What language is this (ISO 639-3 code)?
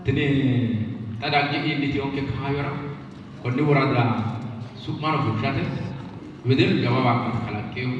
sid